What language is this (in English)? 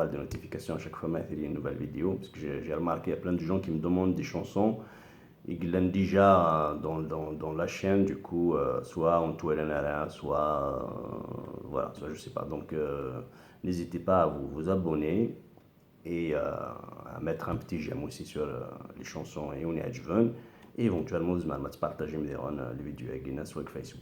Kabyle